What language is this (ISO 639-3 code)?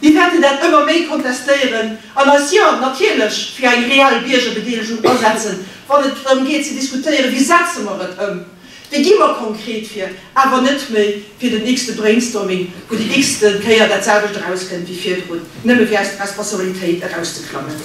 ltz